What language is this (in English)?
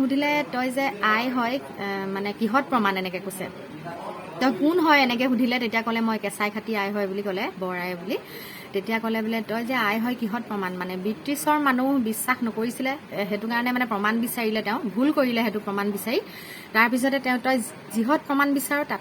Assamese